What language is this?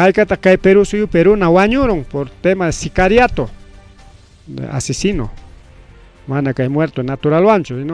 Ayacucho Quechua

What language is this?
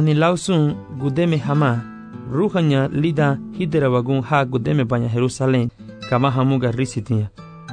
Garifuna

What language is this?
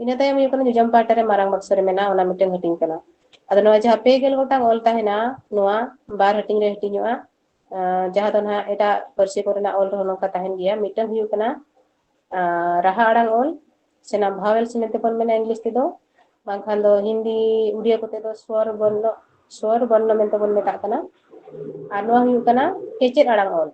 Santali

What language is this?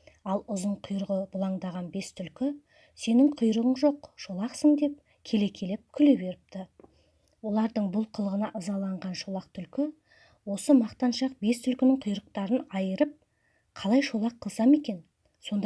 Kazakh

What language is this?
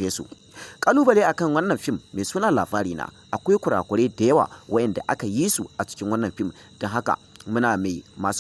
Hausa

